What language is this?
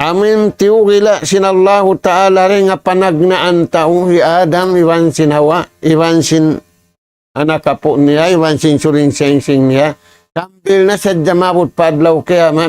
Tausug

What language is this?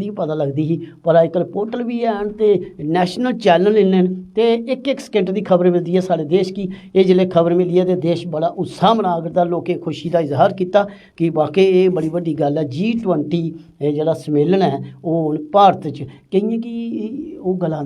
Dogri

